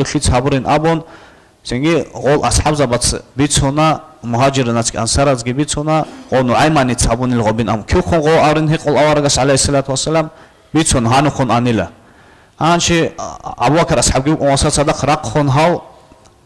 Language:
Avaric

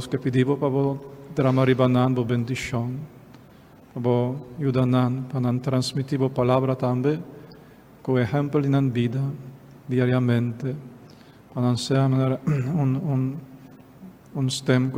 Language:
Papiamento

